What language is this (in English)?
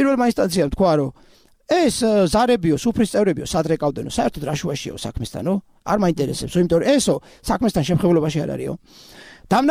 Georgian